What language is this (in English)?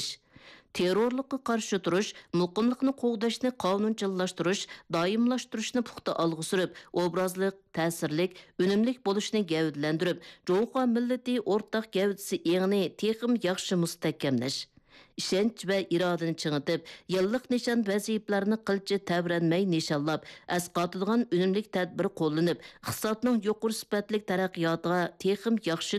Uyghur